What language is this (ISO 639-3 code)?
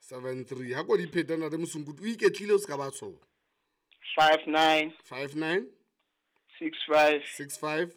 sot